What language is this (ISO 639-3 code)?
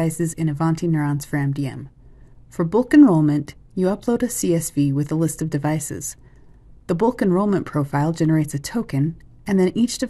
eng